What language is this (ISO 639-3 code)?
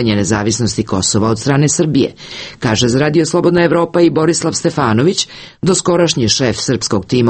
srp